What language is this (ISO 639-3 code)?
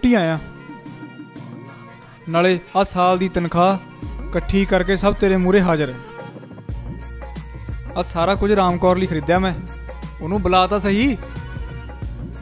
pan